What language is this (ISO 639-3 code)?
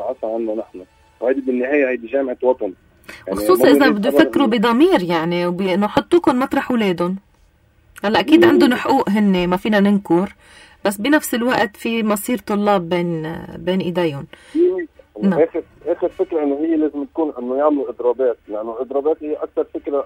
apc